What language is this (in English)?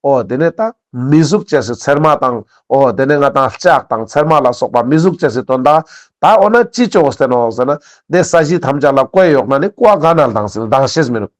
Ladakhi